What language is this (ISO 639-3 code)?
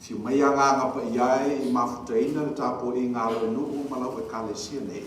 smo